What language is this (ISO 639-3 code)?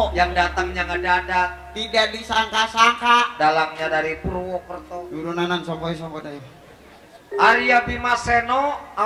bew